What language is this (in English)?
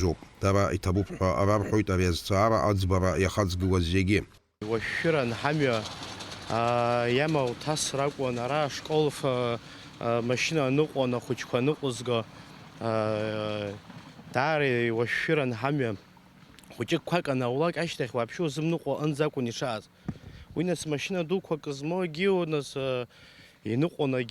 Abkhazian